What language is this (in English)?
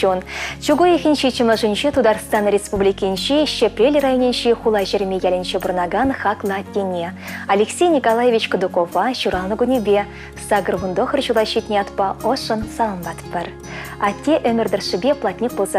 Chuvash